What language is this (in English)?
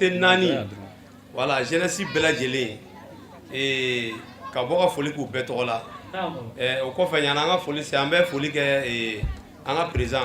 Bambara